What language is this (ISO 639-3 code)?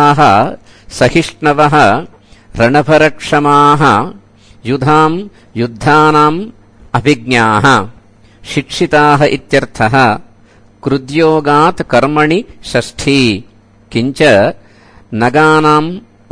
san